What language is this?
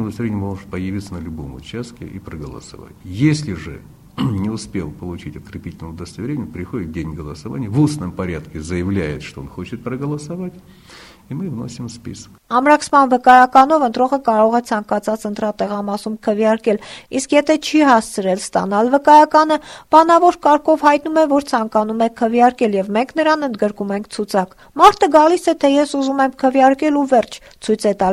Armenian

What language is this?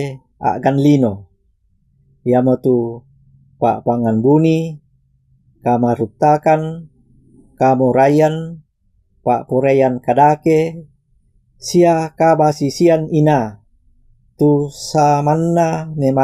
Toraja-Sa'dan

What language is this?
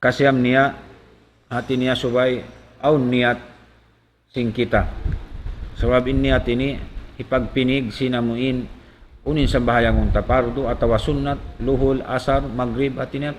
Tausug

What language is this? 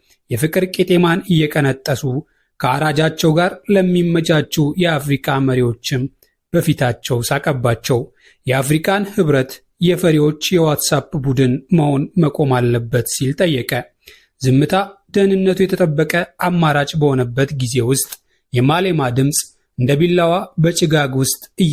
Amharic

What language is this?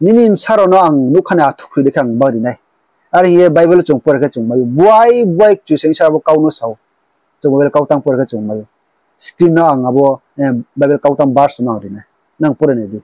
Riang (India)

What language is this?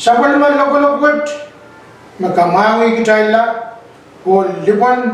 Pohnpeian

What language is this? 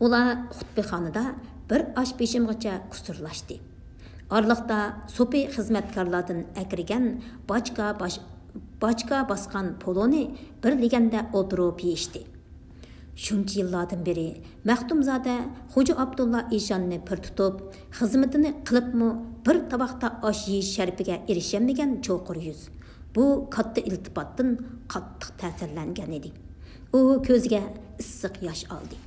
Uyghur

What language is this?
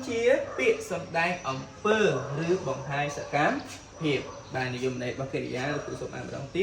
Khmer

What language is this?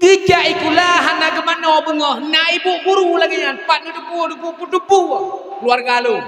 Achinese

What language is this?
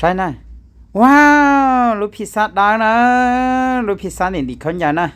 Hmong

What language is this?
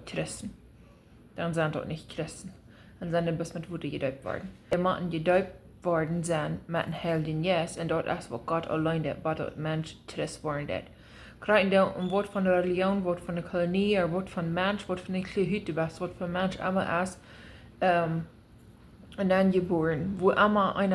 Plautdietsch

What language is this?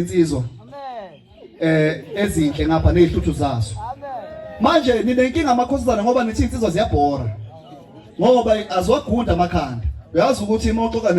Zulu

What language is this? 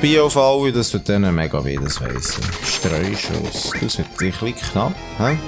Swiss German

